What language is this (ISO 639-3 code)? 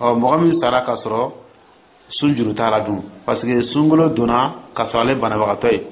dyu